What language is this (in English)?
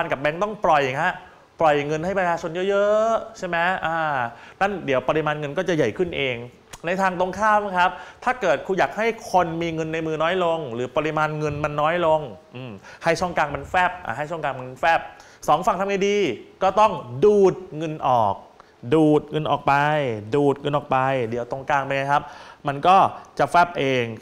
Thai